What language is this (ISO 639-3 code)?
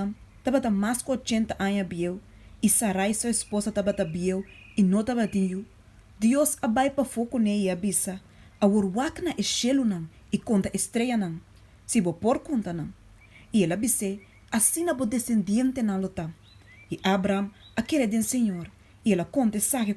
pap